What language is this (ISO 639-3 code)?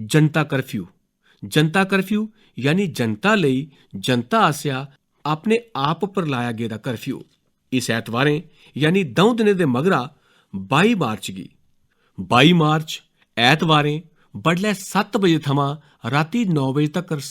doi